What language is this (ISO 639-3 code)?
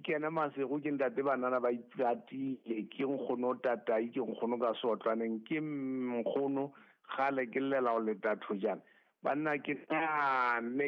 sot